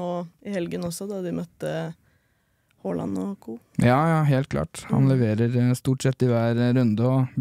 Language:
Norwegian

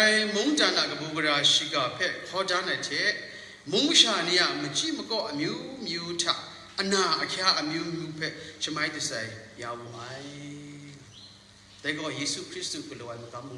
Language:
Kachin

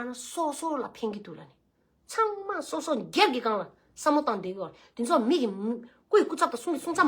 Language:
Tibetan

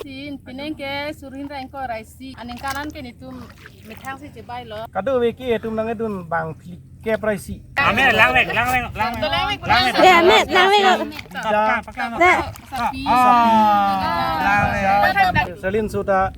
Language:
Karbi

